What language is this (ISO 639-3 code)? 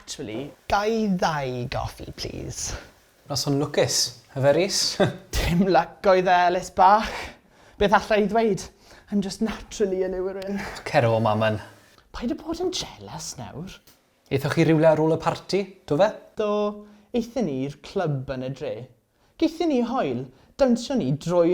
cym